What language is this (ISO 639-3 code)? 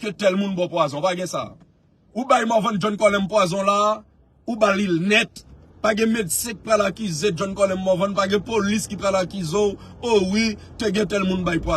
hat